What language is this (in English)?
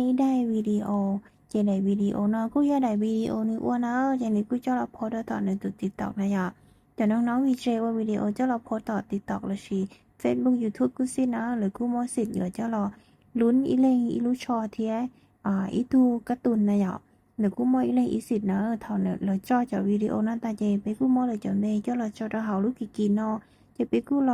Hmong